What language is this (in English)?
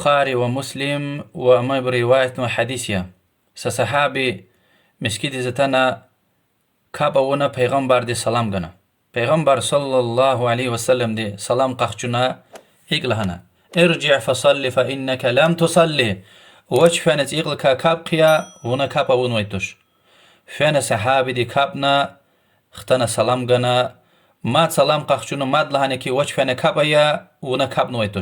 Lezghian